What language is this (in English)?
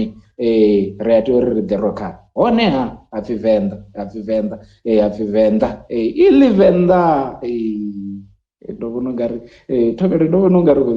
Venda